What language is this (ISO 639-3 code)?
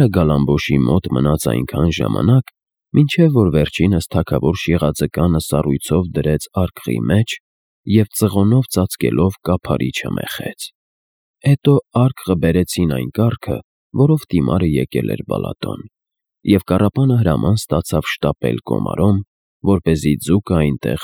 hye